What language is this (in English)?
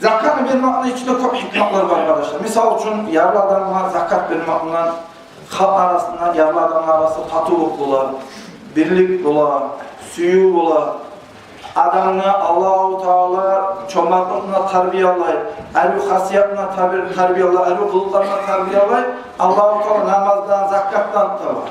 Kumyk